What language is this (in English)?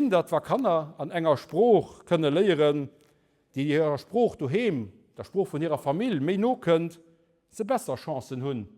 Luxembourgish